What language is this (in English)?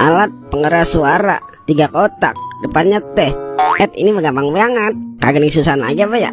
Betawi